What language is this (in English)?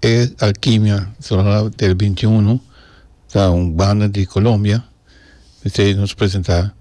Papiamento